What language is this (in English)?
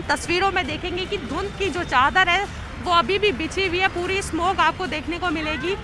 Hindi